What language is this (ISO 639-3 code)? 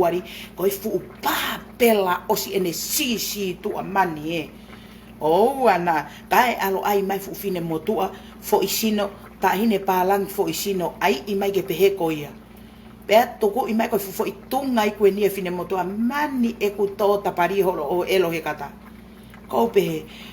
ton